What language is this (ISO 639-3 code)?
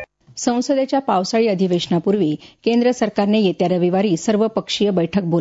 mar